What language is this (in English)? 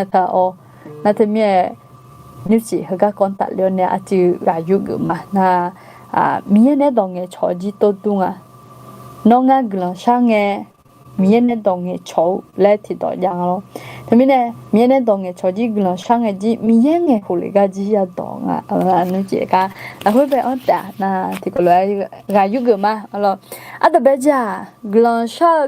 Akha